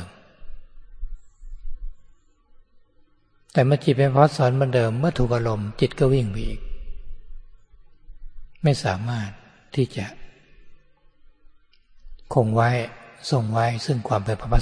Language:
Thai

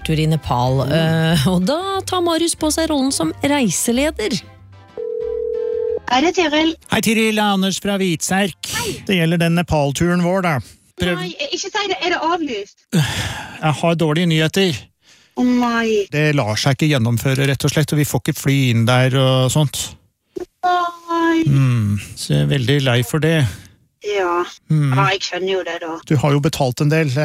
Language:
Norwegian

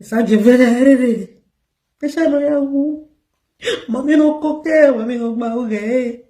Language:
Nigerian Pidgin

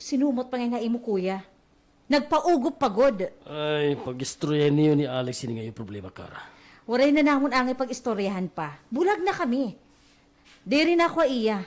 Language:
Waray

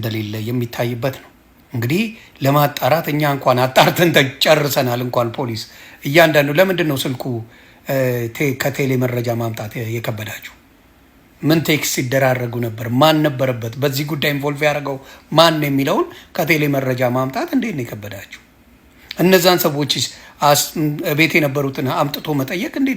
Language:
Amharic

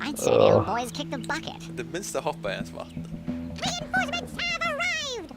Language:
Faroese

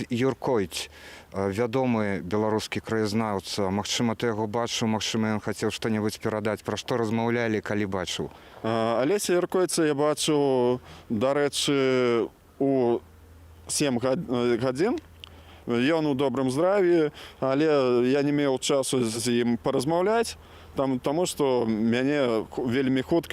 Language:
Belarusian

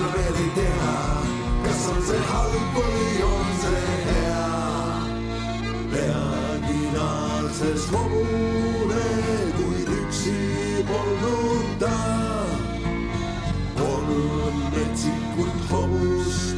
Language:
Estonian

